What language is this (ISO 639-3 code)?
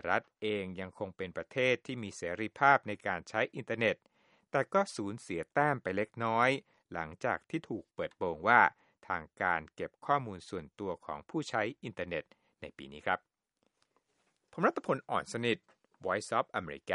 tha